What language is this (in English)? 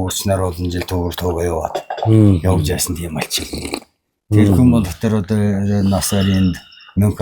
Mongolian